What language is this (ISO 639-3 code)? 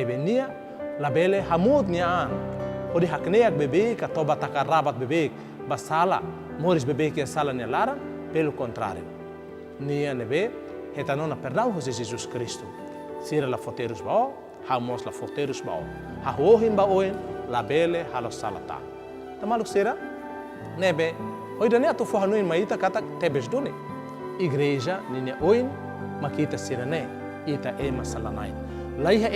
tet